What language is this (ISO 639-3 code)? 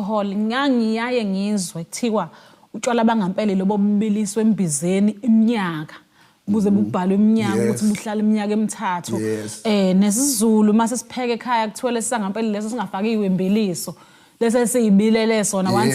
zul